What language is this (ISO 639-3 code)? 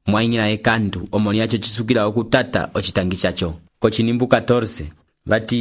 umb